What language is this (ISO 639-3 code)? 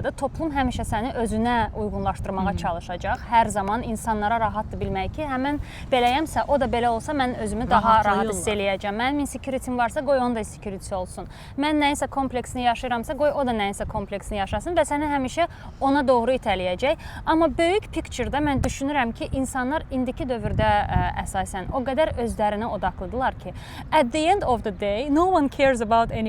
aze